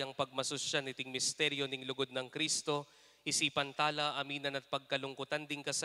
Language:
Pampanga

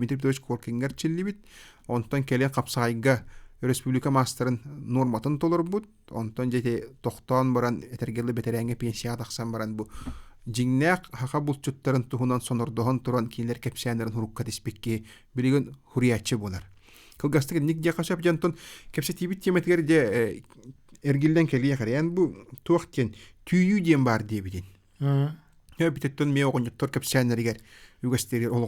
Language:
Yakut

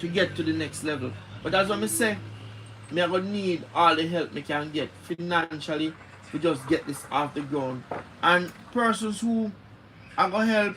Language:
Jamaican Creole English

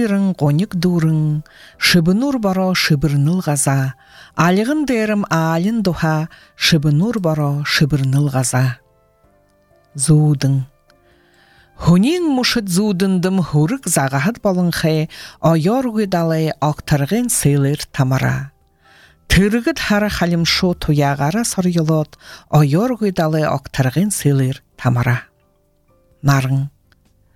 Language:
Buriat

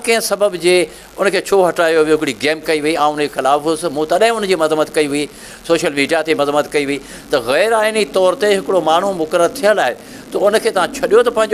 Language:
Sindhi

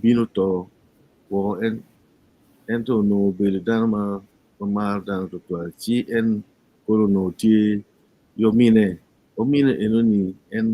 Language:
Acoli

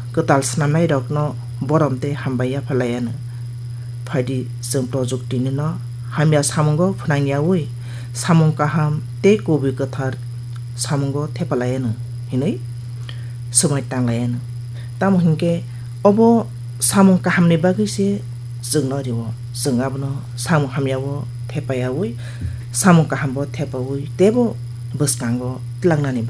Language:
Kok Borok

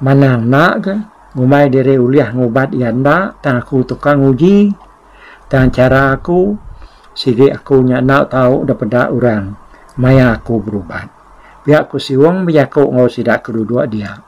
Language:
Iban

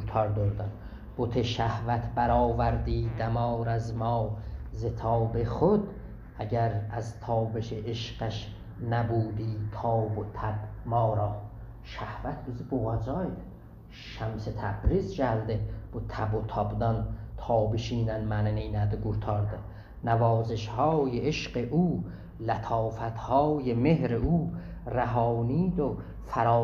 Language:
South Azerbaijani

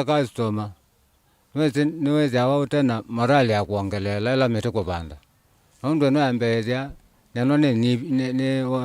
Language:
Kamba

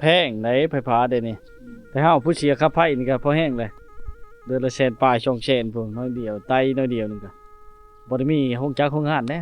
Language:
Lao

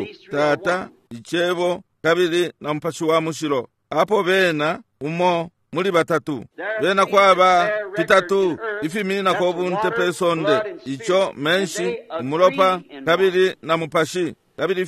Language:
Bemba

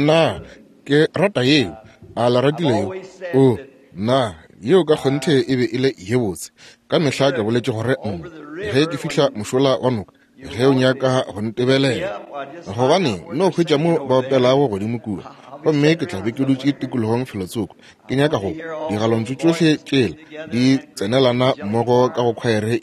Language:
Northern Sotho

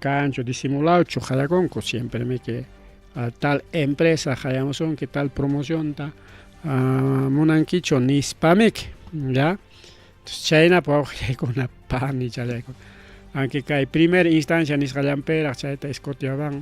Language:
Ayacucho Quechua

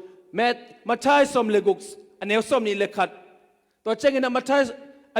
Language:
Tedim Chin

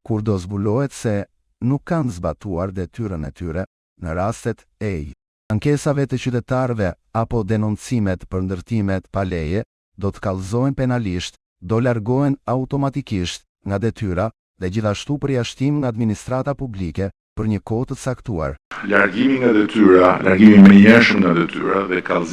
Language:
Albanian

